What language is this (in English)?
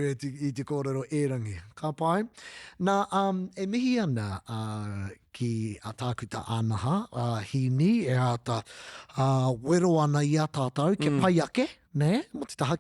Māori